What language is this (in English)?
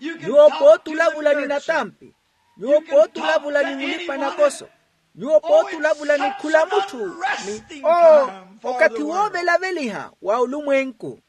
Makhuwa